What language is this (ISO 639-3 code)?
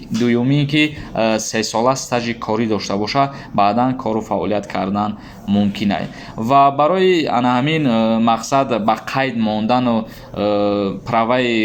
tgk